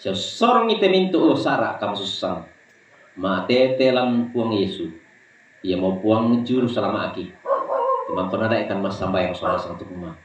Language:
Toraja-Sa'dan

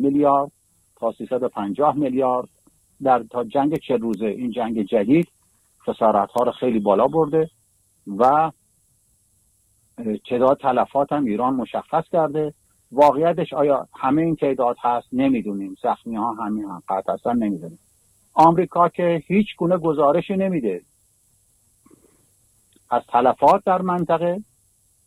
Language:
Persian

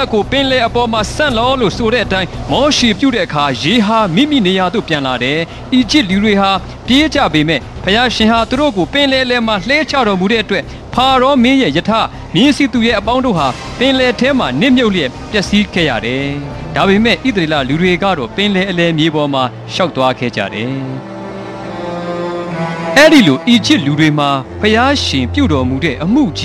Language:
Burmese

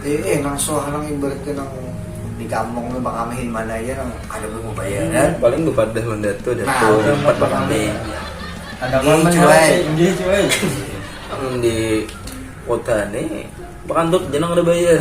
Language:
Banjar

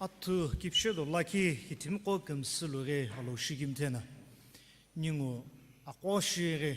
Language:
Sumi Naga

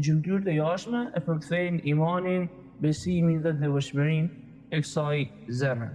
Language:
Albanian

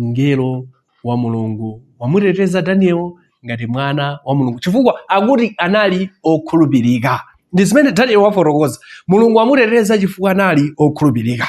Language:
Nyanja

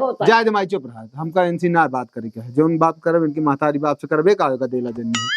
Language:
Awadhi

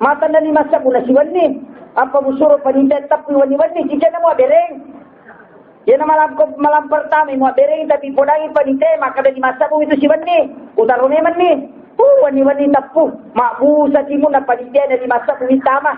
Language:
Buginese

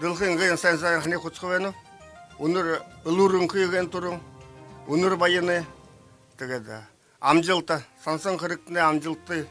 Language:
Buriat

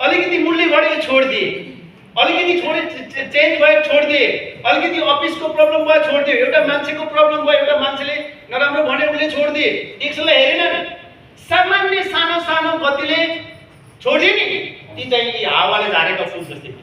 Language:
Nepali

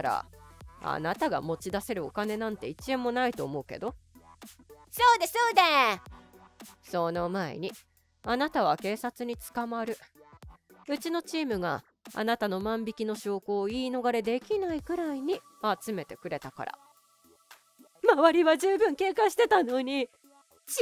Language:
Japanese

